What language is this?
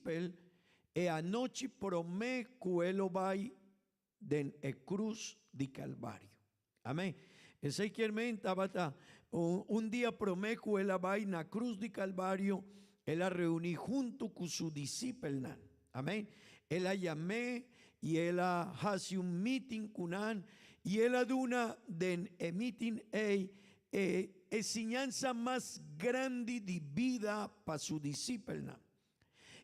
Papiamento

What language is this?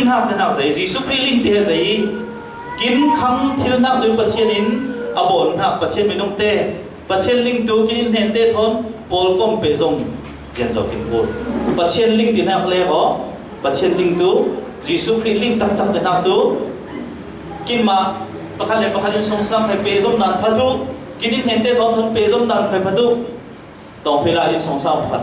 Falam Chin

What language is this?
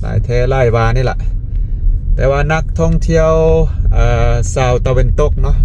Lao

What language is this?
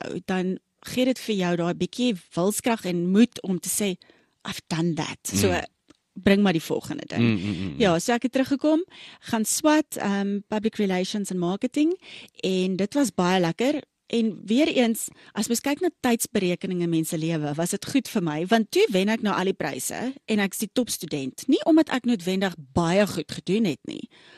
Afrikaans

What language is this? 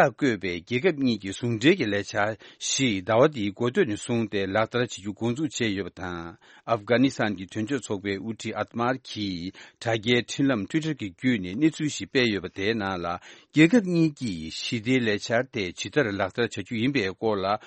Tibetan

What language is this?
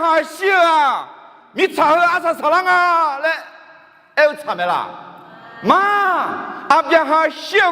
Akha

